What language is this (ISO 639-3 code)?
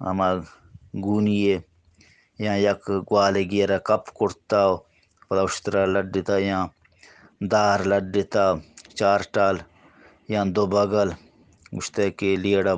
bgp